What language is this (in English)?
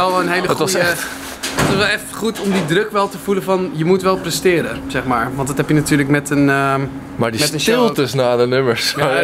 Dutch